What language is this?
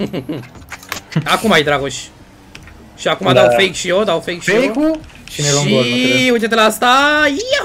Romanian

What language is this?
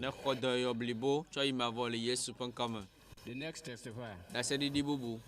Ewe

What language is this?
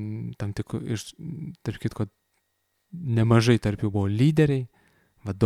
Lithuanian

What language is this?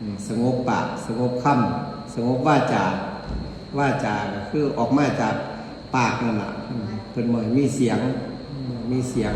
Northeastern Thai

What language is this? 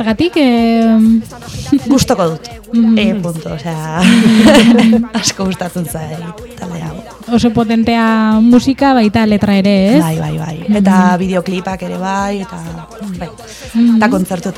Basque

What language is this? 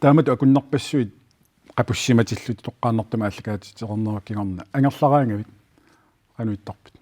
Kalaallisut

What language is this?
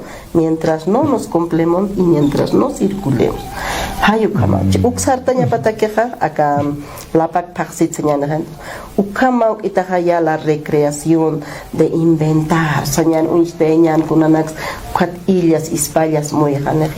Aymara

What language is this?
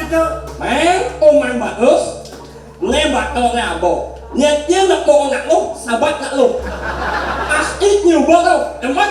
Balinese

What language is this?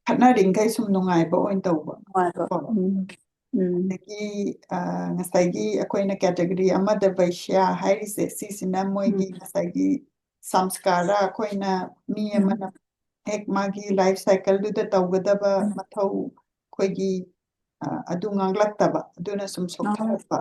Manipuri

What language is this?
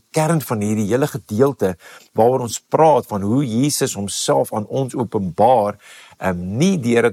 Afrikaans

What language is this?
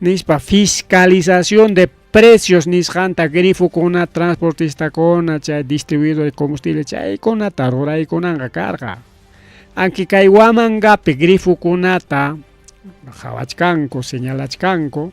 Ayacucho Quechua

